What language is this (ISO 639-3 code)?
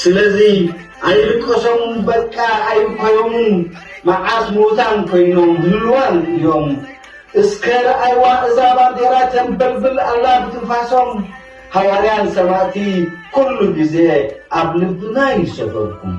tir